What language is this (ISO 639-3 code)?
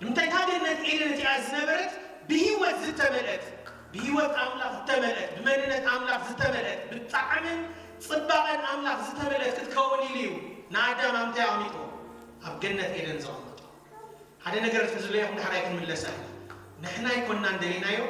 tir